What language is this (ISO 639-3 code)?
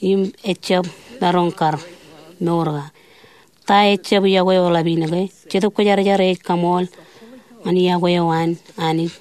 mah